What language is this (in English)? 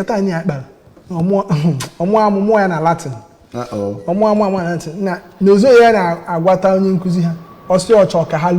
Igbo